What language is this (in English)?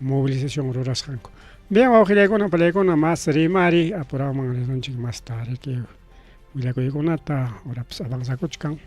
Ayacucho Quechua